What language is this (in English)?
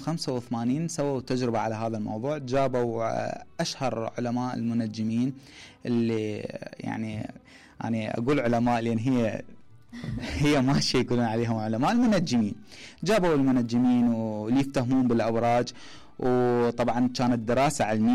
Mesopotamian Arabic